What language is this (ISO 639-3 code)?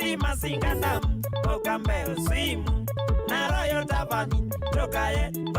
kam